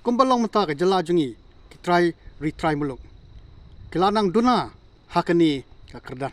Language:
Khasi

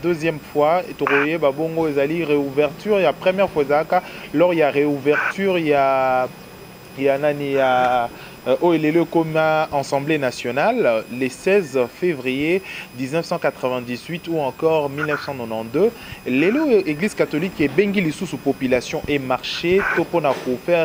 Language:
Lingala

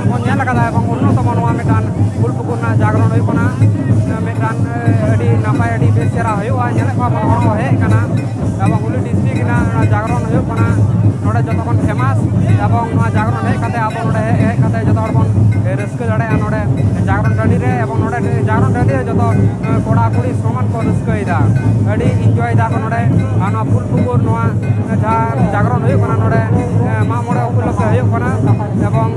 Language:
Santali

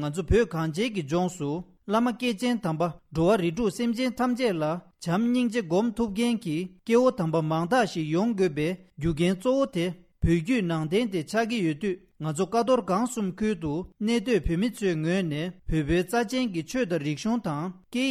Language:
Tibetan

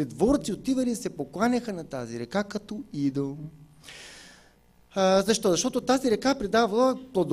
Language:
Bulgarian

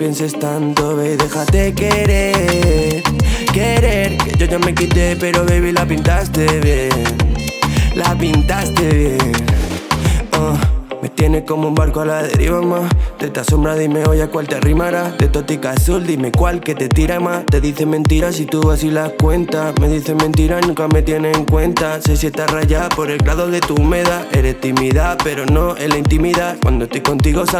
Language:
Spanish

